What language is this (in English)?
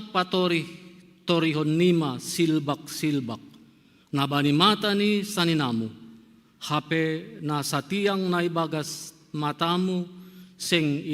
Batak Simalungun